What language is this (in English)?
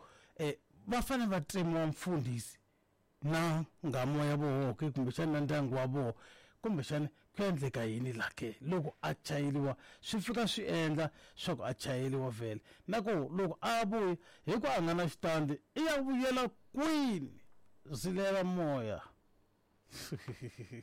Tsonga